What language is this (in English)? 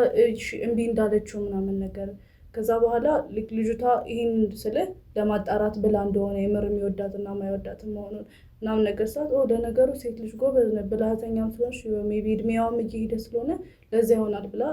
Amharic